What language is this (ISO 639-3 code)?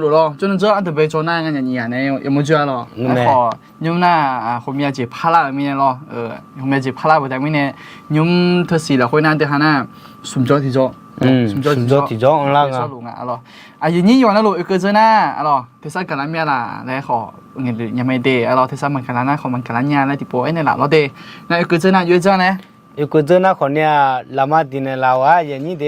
ahk